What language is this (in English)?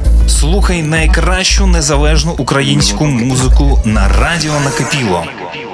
Ukrainian